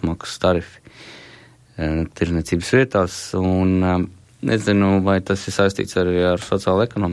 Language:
Latvian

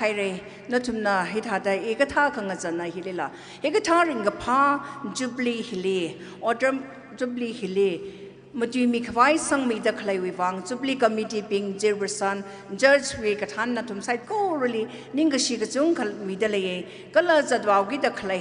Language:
Tangkhul Naga (India)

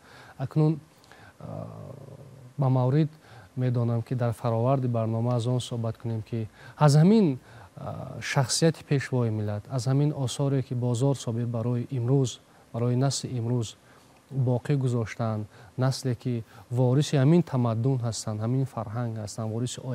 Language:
Tajik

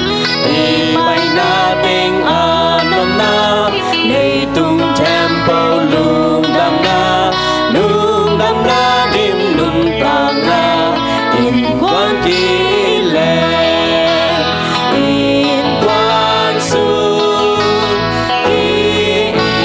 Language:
Tedim Chin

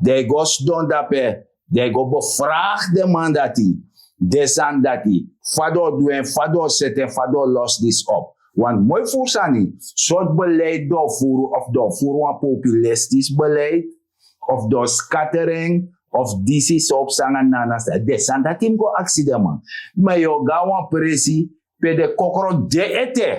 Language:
Sranan Tongo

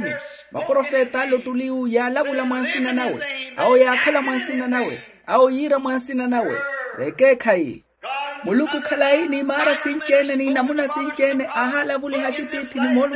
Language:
Makhuwa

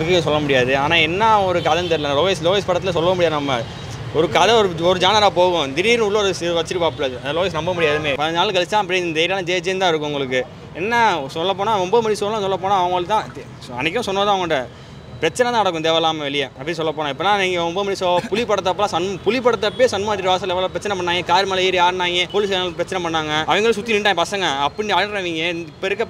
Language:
Tamil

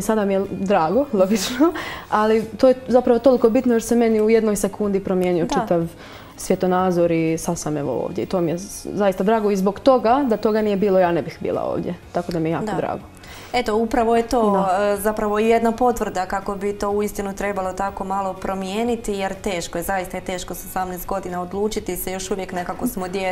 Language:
Croatian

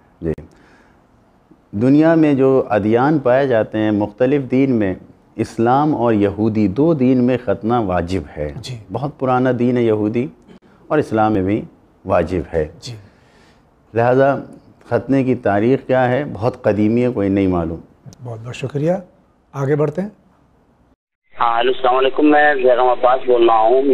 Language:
Urdu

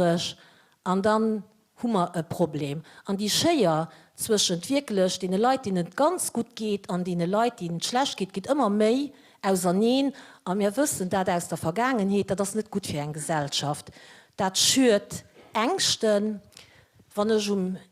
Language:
Luxembourgish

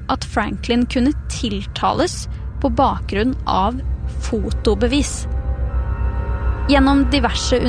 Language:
Norwegian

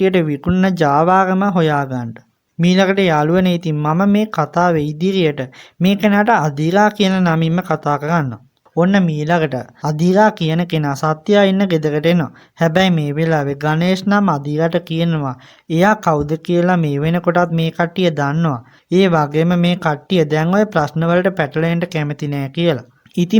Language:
Sinhala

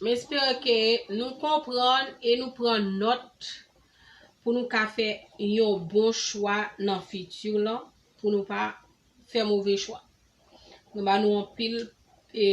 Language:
Haitian Creole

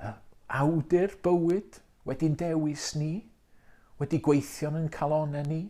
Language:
Welsh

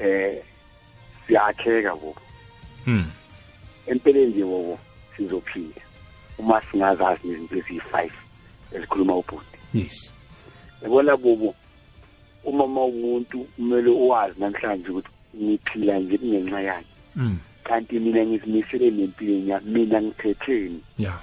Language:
South Ndebele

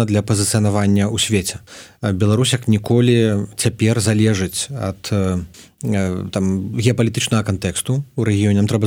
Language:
Belarusian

